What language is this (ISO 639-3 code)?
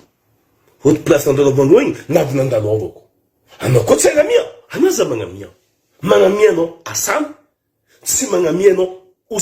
mlg